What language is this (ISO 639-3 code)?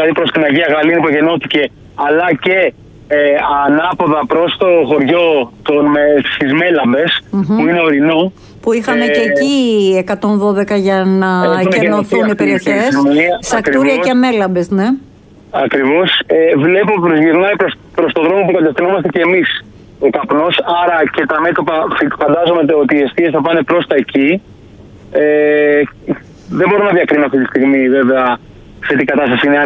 ell